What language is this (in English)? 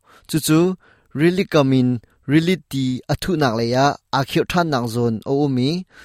Hakha Chin